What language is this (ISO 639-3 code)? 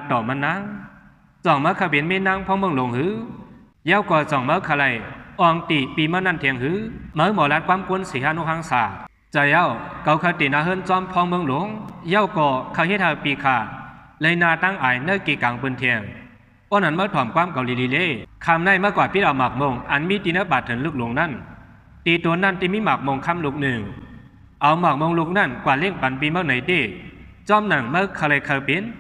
shn